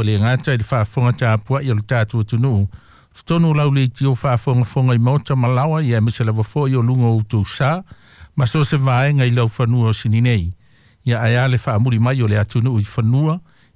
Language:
Samoan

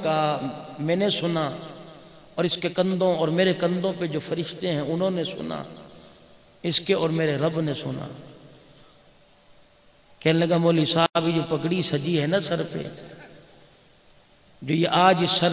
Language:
Urdu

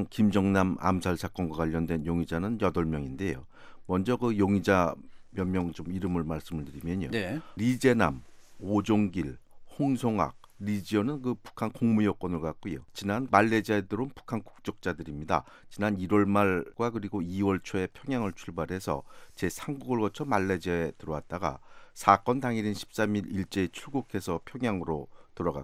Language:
Korean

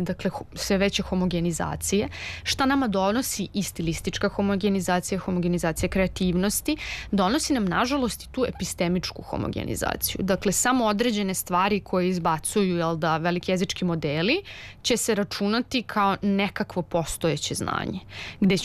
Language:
Serbian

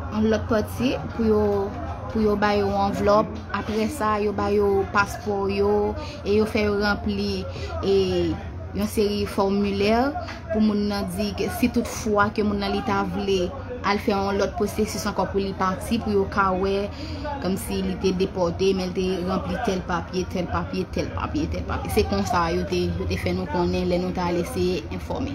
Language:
Haitian Creole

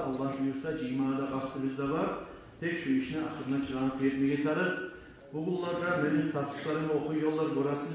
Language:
Kumyk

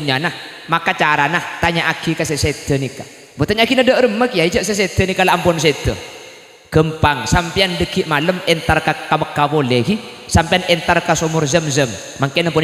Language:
Madurese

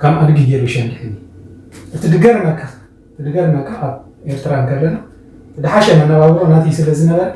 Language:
Tigrinya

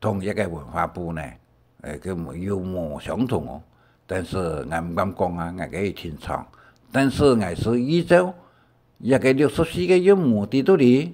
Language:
Hakka Chinese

